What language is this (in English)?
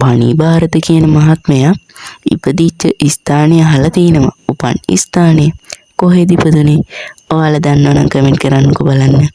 Sinhala